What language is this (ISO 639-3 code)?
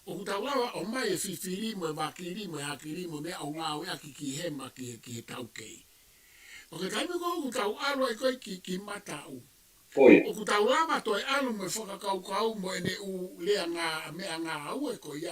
ton